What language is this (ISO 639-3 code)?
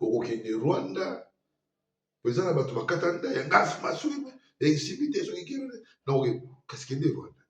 lin